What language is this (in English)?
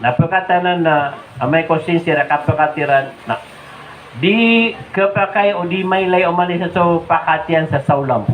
Maranao